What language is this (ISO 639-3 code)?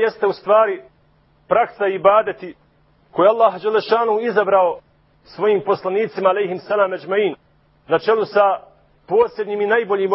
bos